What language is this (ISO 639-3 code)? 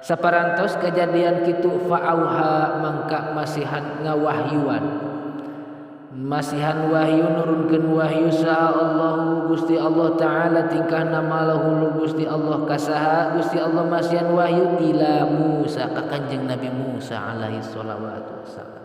sun